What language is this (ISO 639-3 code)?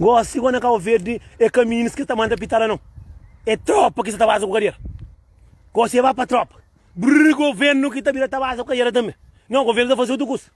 kea